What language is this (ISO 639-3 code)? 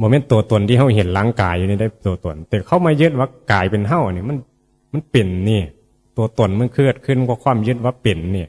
tts